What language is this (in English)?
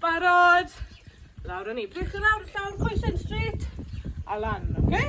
Welsh